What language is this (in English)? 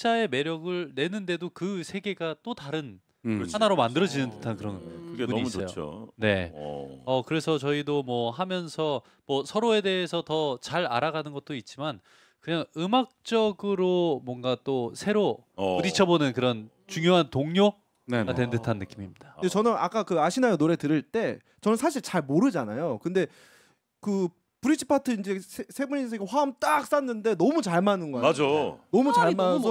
Korean